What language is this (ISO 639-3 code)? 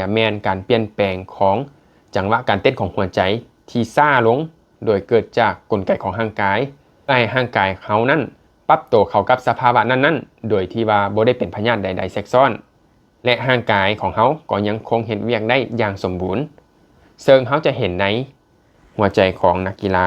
lao